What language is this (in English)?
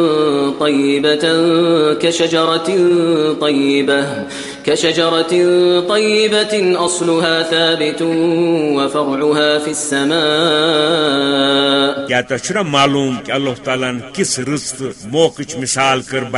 Kashmiri